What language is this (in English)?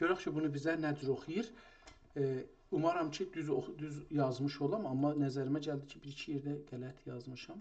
South Azerbaijani